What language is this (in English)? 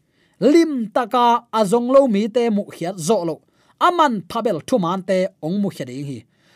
Tedim Chin